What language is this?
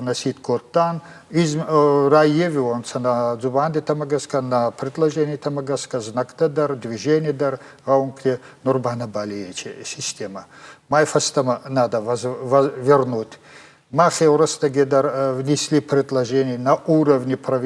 Ossetic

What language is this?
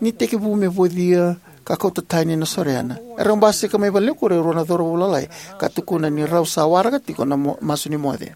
Fijian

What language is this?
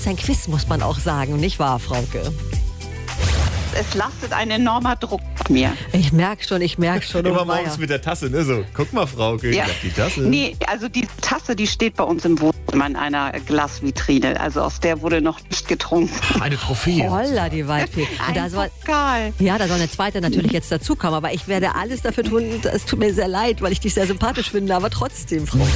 German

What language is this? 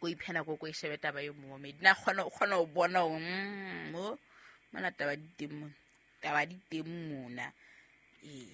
Southern Sotho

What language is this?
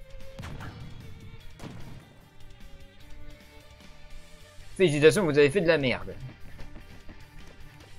French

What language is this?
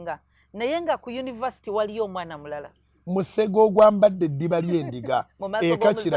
Ganda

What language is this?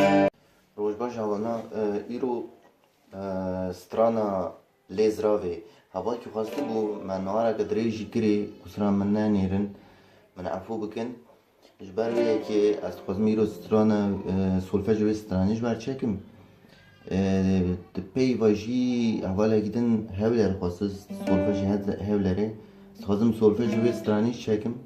Kurdish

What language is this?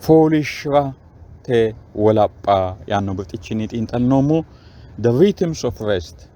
Sidamo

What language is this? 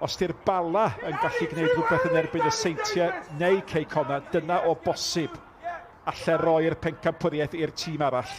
Welsh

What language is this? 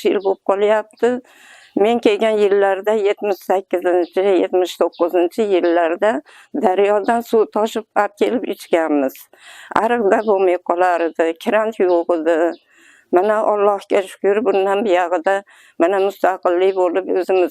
Uzbek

